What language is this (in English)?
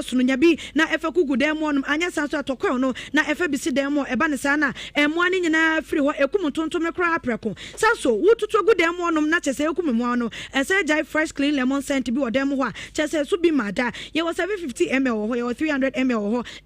Akan